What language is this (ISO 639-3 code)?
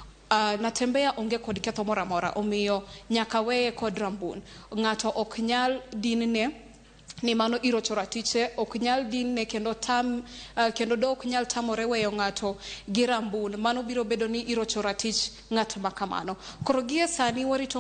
luo